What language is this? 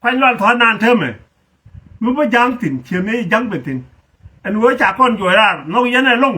Nuer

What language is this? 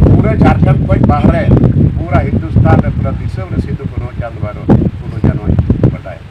Santali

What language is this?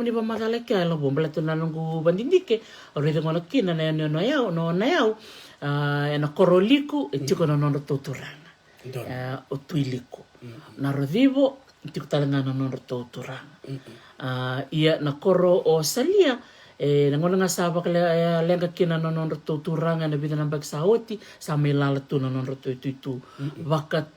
Fijian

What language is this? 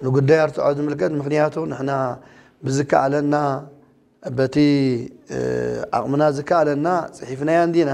Tigrinya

